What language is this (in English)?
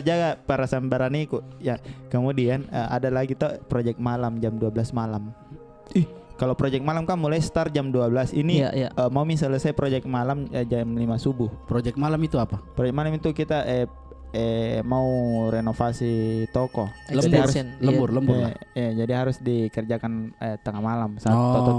Makassar Malay